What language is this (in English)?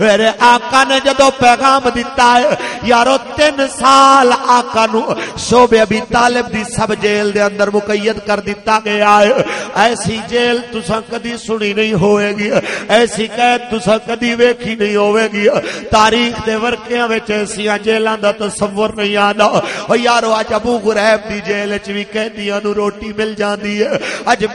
Western Panjabi